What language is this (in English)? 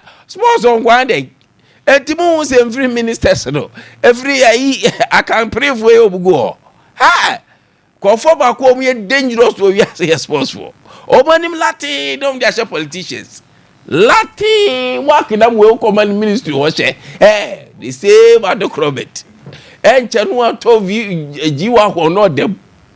Akan